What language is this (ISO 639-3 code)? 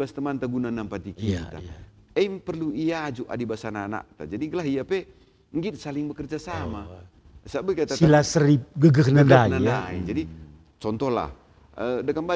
btx